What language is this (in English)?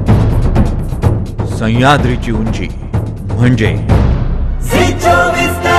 Marathi